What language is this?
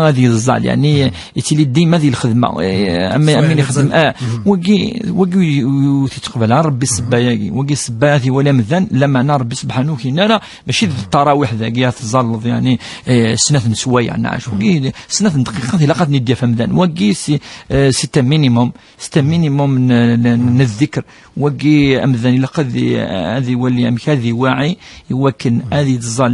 Kabyle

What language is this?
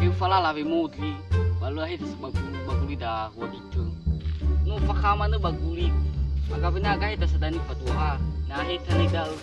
Nias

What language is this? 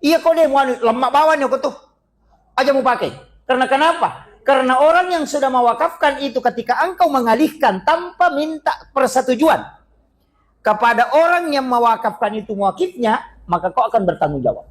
Buginese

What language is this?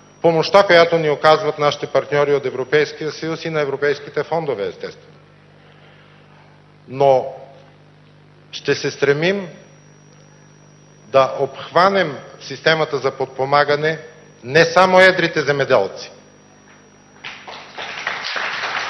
Bulgarian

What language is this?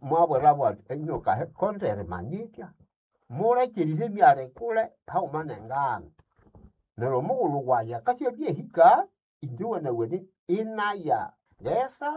Nande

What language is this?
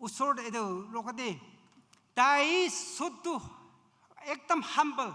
Naga Pidgin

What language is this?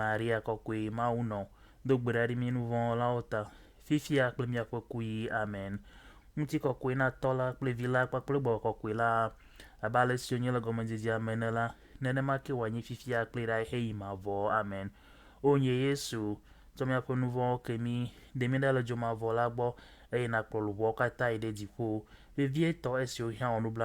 Ewe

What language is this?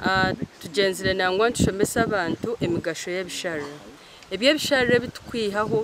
Nyankole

